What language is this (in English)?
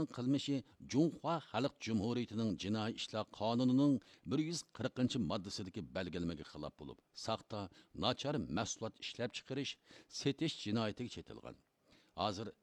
Uyghur